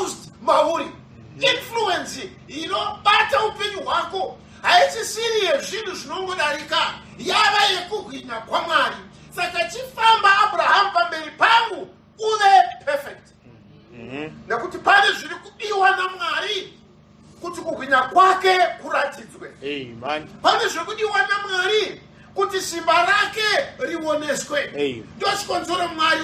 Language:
Shona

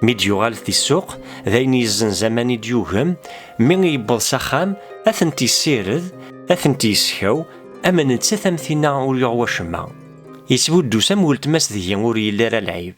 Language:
Kabyle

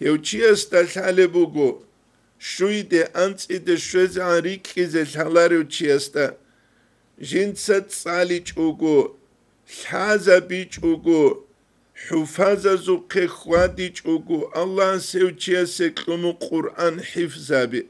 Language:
Avaric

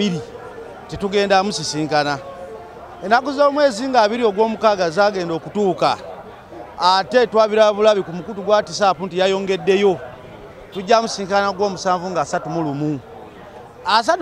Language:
Ganda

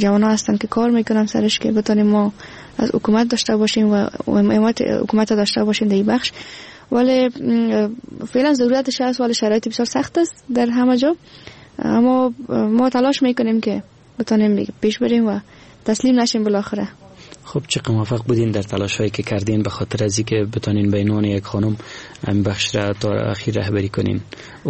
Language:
Persian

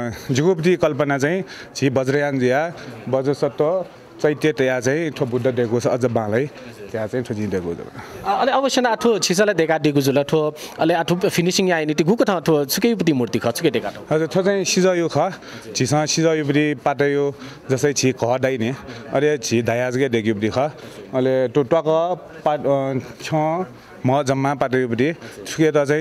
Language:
Newari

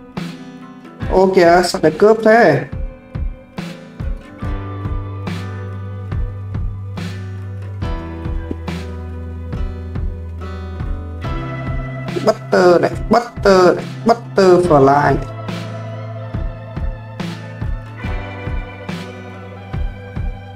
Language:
Vietnamese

